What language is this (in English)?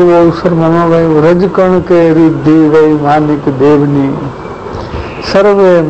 Gujarati